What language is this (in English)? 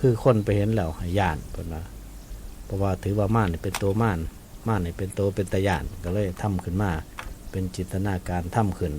Northeastern Thai